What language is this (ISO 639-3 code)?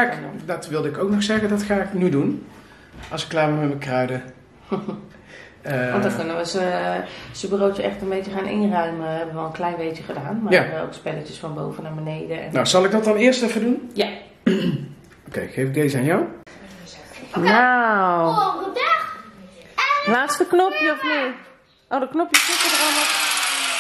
nld